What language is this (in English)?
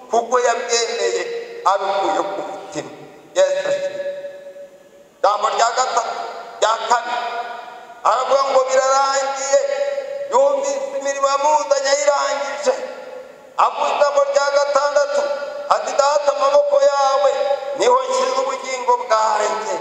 Kinyarwanda